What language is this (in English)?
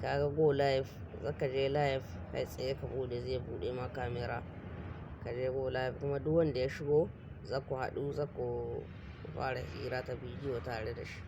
Hausa